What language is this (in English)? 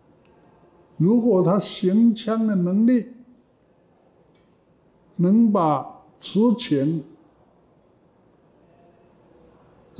Chinese